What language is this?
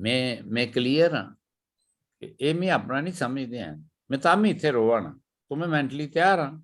Dogri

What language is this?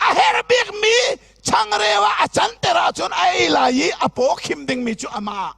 Hakha Chin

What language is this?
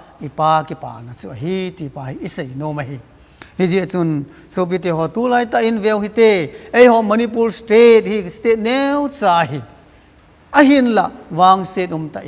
Thado Chin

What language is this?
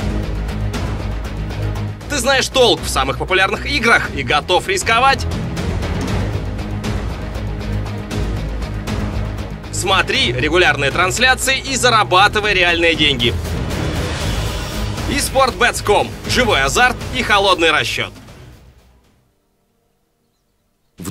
Russian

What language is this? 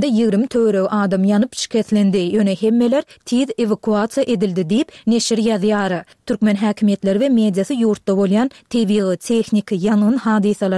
Turkmen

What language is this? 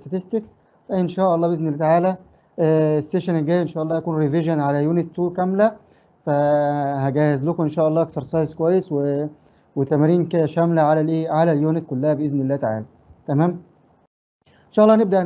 Egyptian Arabic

